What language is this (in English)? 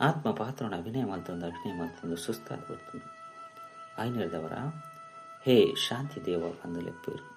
Tulu